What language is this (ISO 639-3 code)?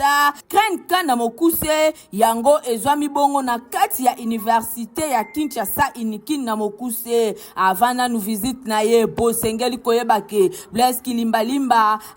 lin